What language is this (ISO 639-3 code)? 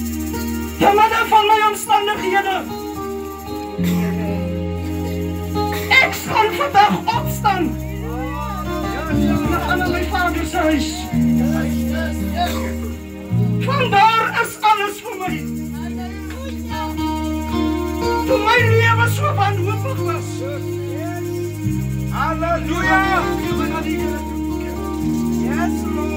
afr